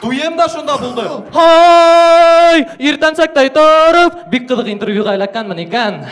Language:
Bashkir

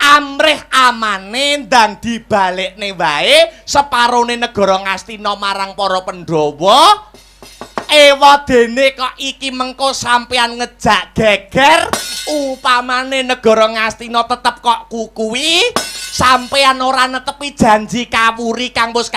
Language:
Javanese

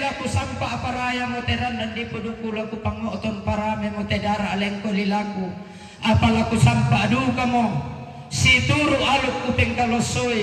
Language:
Toraja-Sa'dan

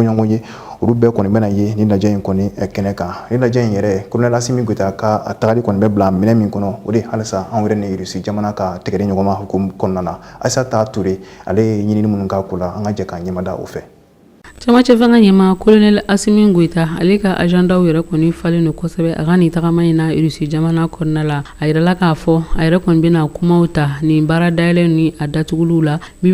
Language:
Bambara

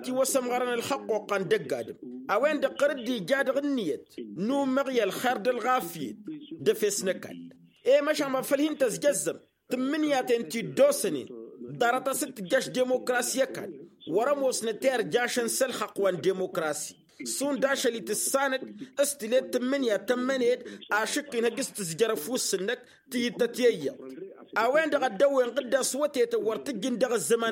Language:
Tamasheq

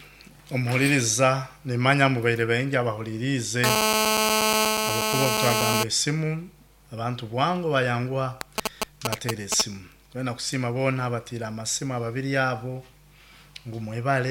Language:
Nyoro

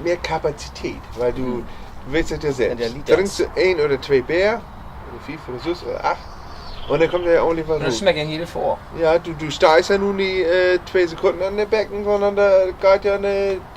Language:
Low German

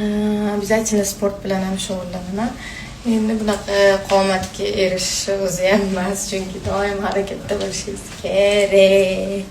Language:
Uzbek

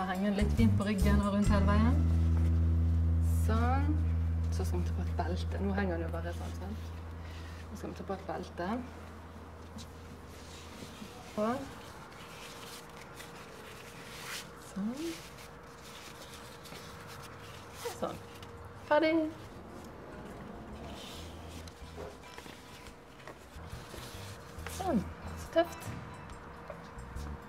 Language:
Norwegian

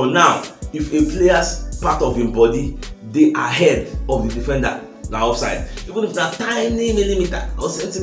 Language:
Nigerian Pidgin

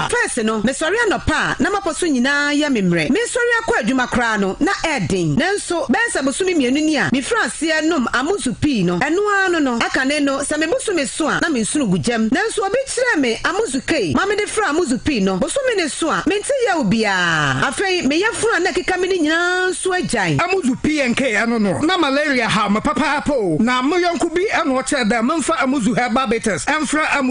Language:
Akan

